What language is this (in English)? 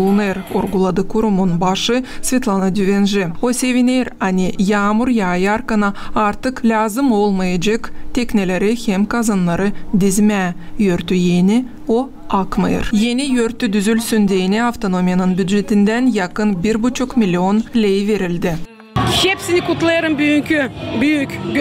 Gagauz